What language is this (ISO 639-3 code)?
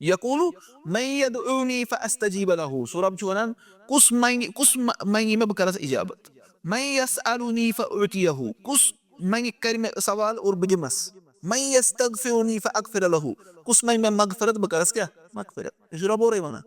kas